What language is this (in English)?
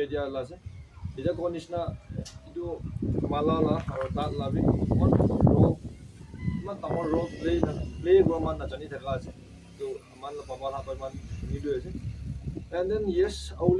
Naga Pidgin